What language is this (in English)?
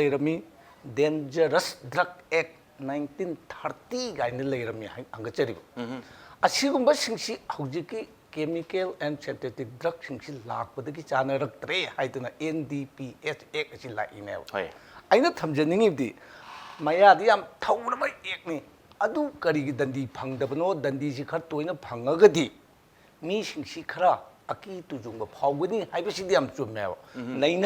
Manipuri